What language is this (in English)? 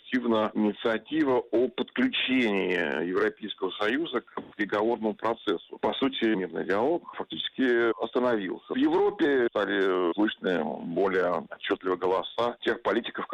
Russian